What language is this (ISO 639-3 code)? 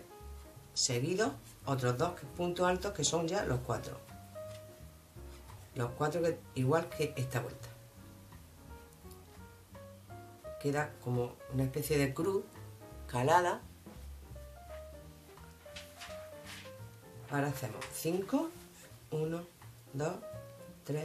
spa